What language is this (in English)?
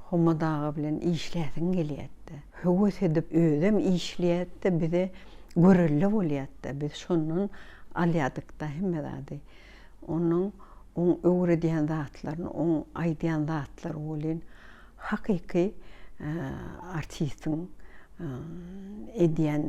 Turkmen